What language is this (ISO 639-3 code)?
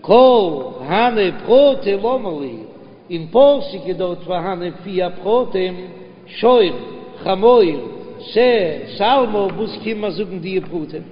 yid